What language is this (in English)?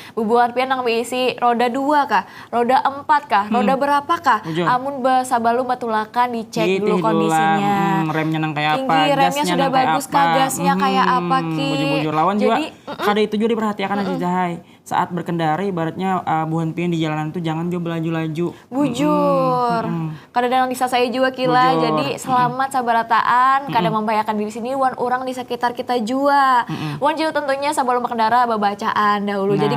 Banjar